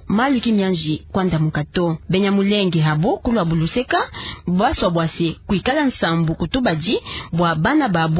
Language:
Luba-Lulua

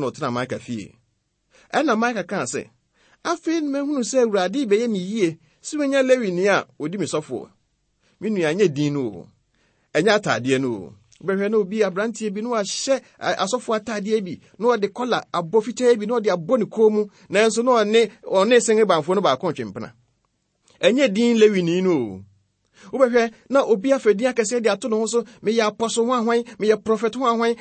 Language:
Akan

